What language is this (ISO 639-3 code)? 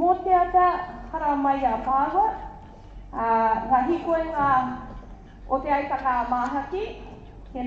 mri